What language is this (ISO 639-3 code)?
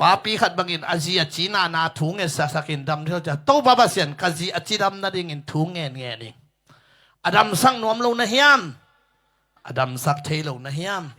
ctd